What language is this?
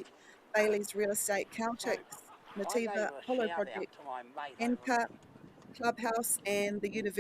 Māori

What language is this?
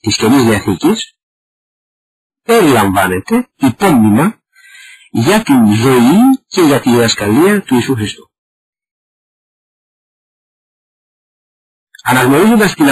Greek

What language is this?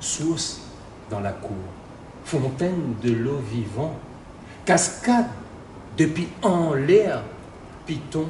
Réunion Creole French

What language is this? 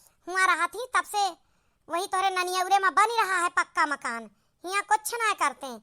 Awadhi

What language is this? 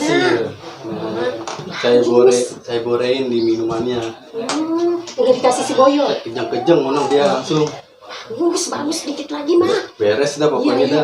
Betawi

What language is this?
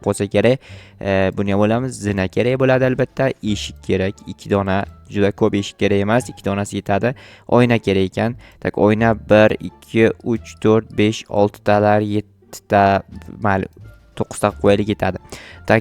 Uzbek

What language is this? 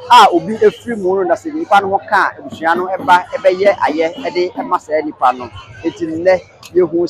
Akan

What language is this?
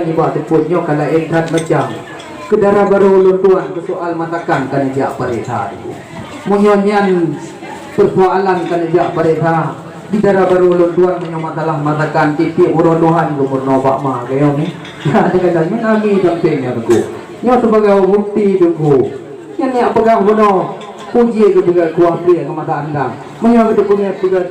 Achinese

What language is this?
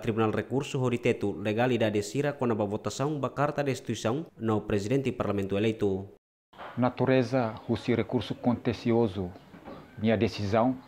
Tetum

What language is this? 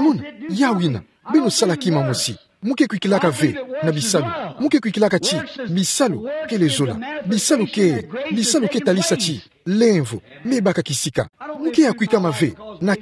Kituba (Democratic Republic of Congo)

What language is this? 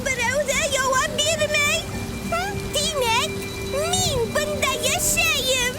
Bashkir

